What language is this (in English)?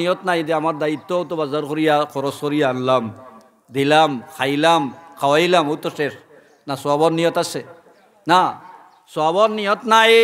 Sylheti